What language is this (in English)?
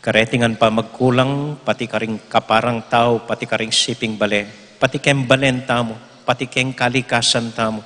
Pampanga